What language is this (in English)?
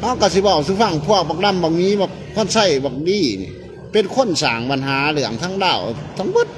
Lao